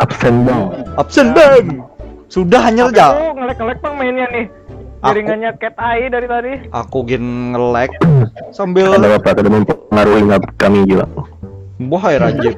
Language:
Banjar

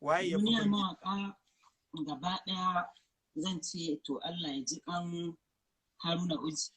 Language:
Hausa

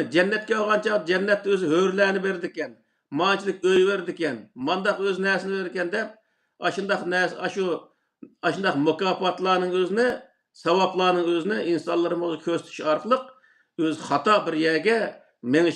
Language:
Uyghur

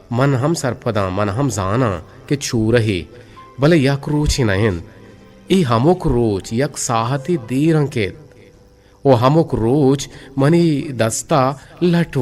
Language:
Eastern Balochi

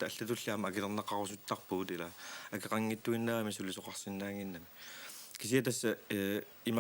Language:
Kalaallisut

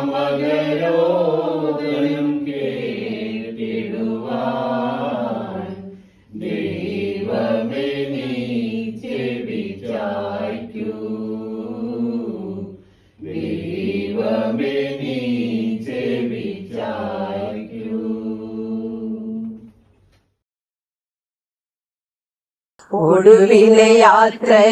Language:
Malayalam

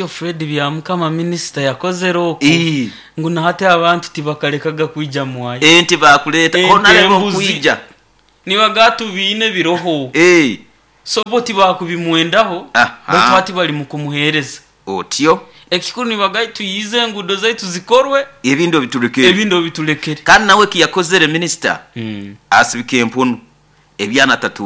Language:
Nyoro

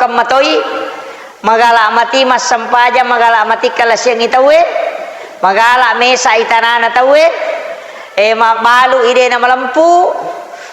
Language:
Buginese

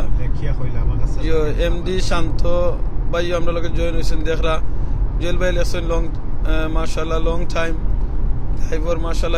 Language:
Sylheti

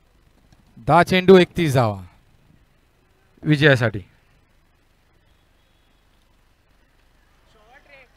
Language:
Marathi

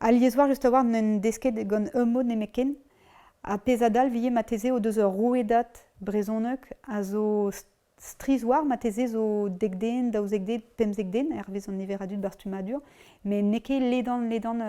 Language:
Breton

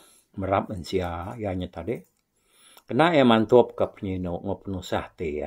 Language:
Iban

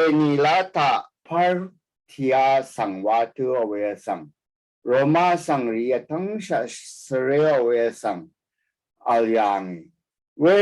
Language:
Rawang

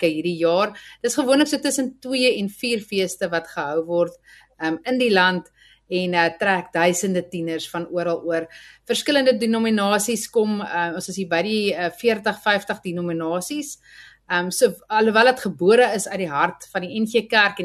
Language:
Afrikaans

